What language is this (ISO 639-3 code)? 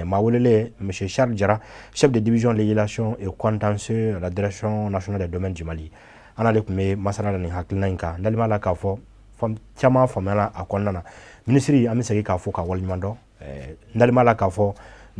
bam